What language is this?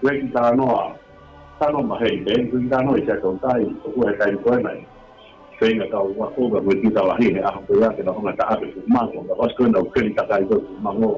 Tongan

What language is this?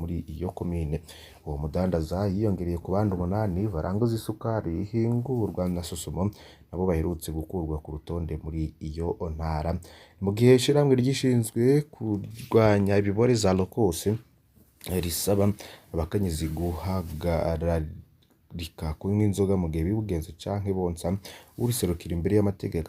Rundi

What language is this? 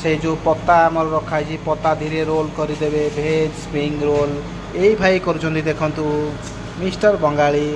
Odia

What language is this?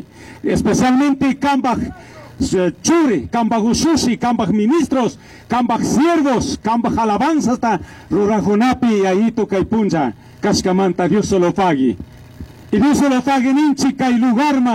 Chimborazo Highland Quichua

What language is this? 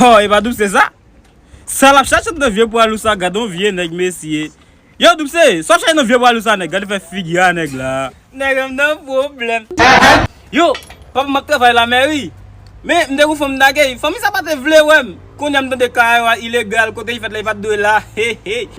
Haitian Creole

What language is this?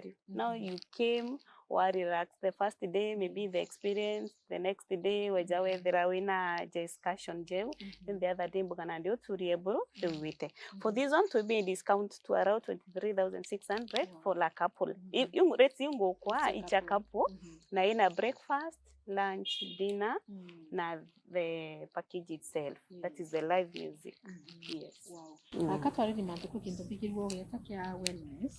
Meru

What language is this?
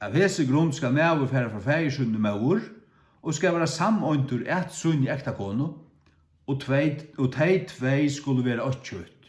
Faroese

